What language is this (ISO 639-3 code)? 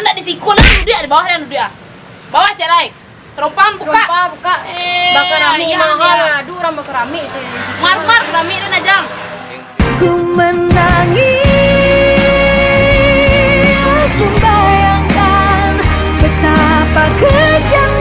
min